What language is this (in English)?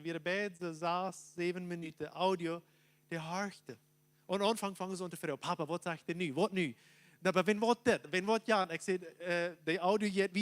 Plautdietsch